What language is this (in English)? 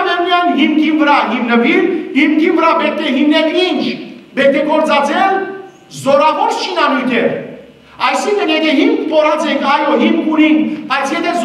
Western Armenian